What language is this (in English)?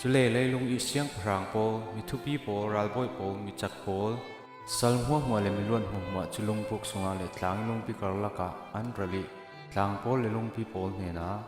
Falam Chin